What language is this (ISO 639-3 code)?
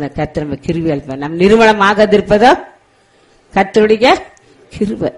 tam